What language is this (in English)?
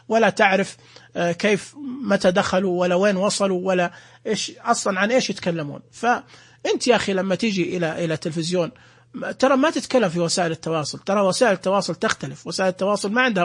Najdi Arabic